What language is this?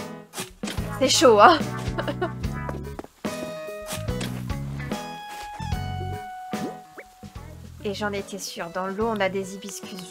French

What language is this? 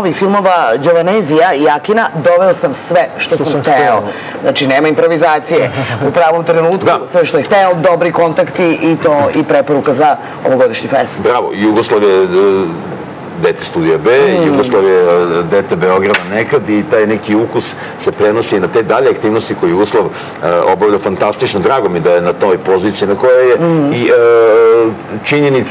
Serbian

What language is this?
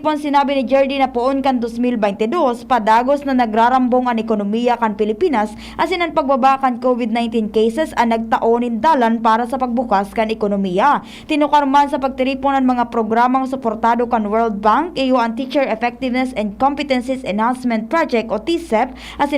Bikol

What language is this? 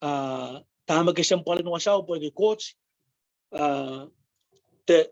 Pohnpeian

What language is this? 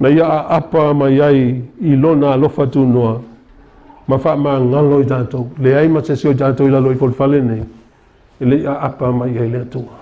Samoan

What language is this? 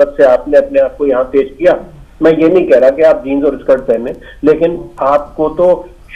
Urdu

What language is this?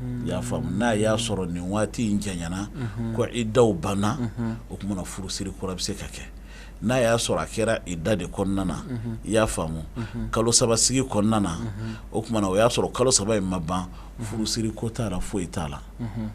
Bambara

